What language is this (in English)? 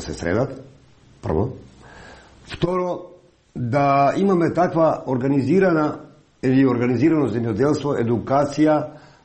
Macedonian